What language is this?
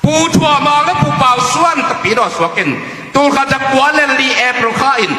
Tedim Chin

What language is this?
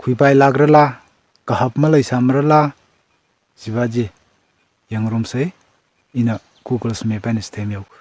Tangkhul Naga (India)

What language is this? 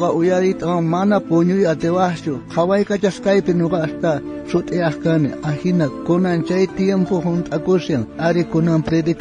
South Bolivian Quechua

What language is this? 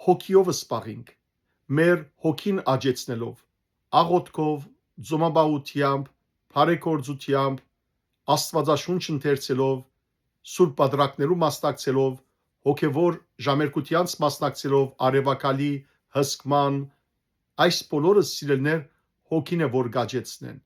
Western Armenian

